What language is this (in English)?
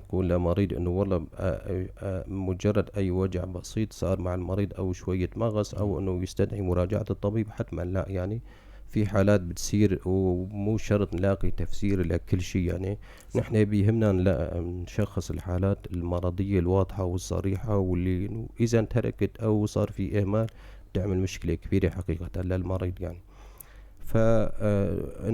North Levantine Arabic